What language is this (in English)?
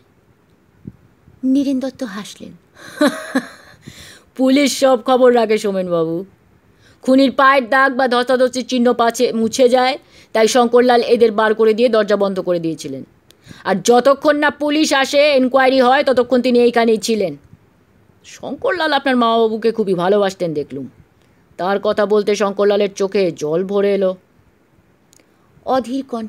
Bangla